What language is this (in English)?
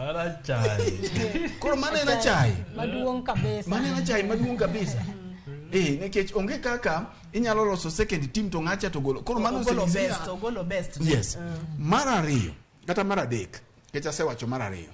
Luo (Kenya and Tanzania)